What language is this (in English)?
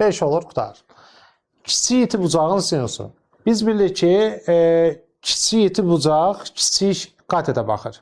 Azerbaijani